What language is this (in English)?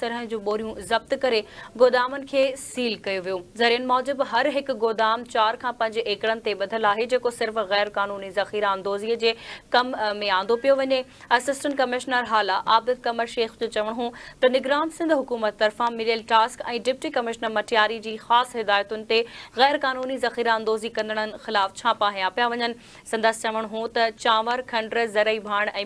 Sindhi